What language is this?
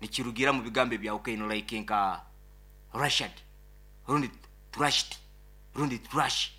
Nyoro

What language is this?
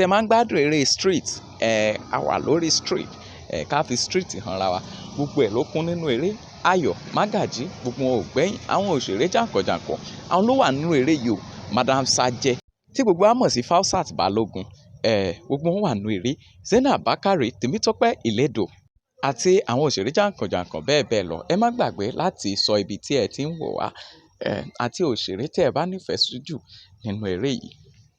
Yoruba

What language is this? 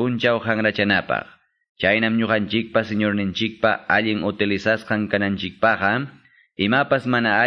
Quechua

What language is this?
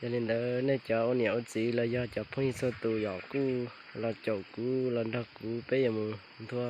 Hmong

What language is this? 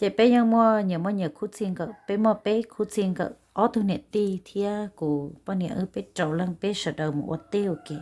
Hmong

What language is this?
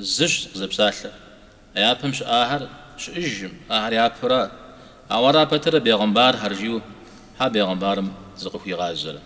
Kabardian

